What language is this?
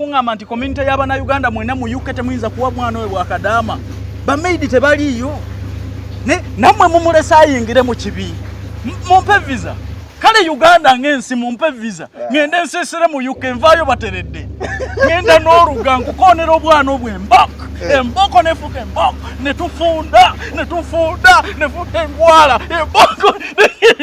Ganda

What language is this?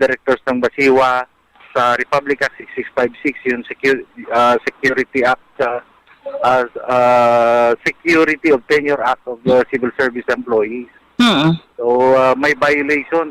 Hiligaynon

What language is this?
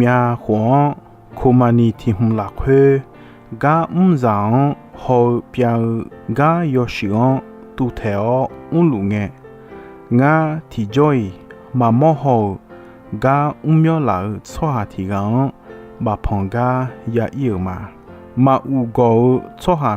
Akha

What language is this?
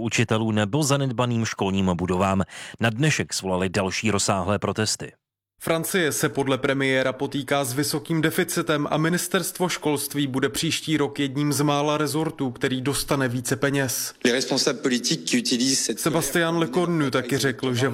Czech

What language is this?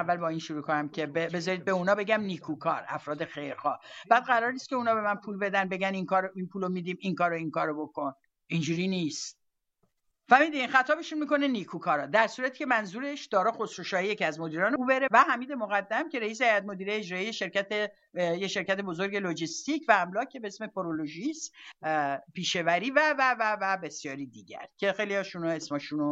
Persian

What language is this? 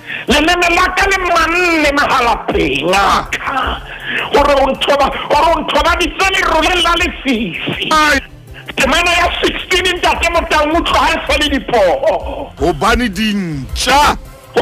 Southern Sotho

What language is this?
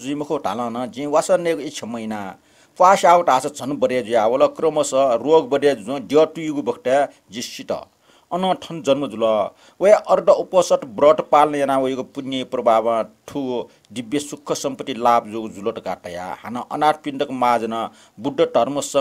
Newari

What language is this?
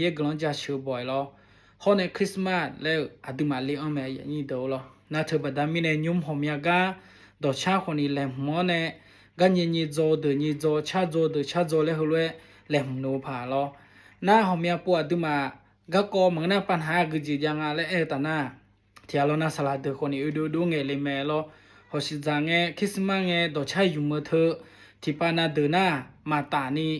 Akha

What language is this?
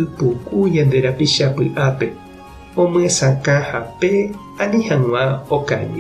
Guarani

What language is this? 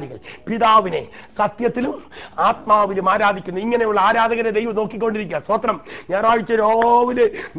Malayalam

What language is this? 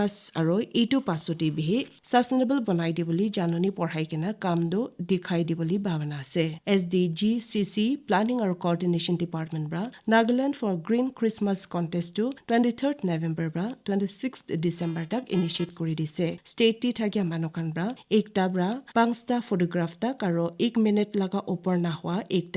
Naga Pidgin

